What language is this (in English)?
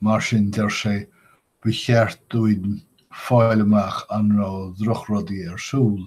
Irish